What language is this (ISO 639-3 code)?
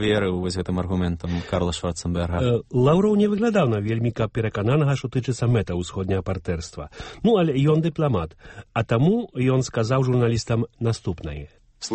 bel